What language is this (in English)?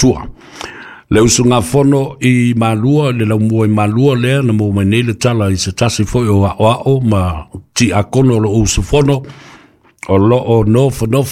Samoan